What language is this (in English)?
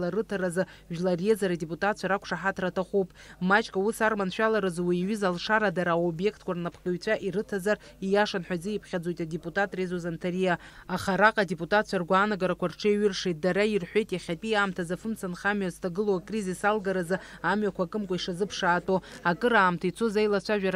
Abkhazian